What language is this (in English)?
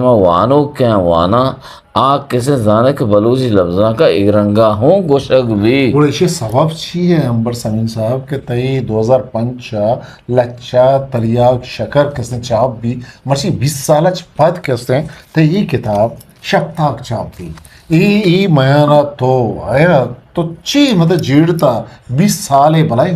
Eastern Balochi